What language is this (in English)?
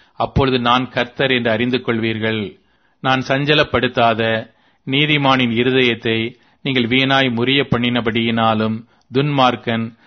Tamil